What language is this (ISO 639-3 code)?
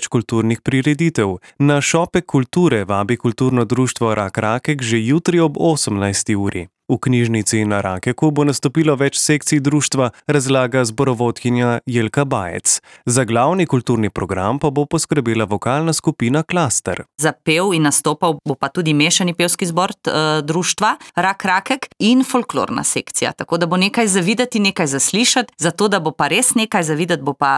slv